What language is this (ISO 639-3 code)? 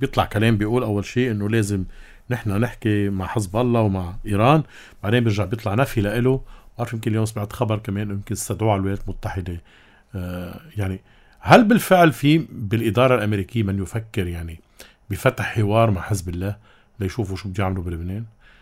apc